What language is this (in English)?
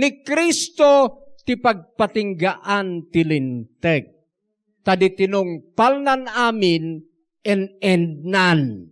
Iloko